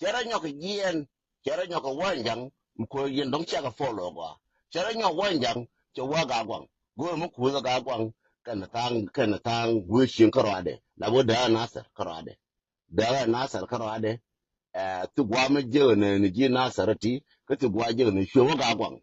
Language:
Nuer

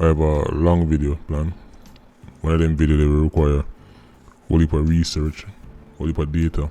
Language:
Jamaican Creole English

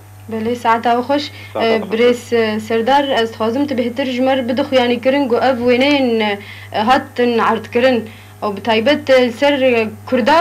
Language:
Kurdish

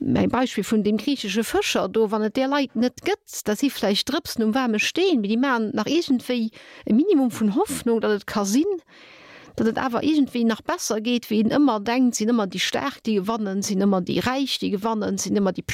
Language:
Luxembourgish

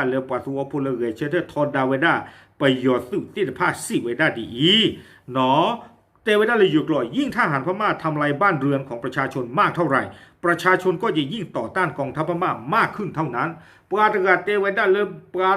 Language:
S'gaw Karen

